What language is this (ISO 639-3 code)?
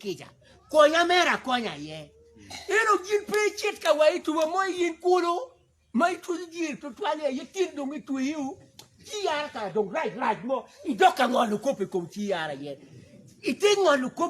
ach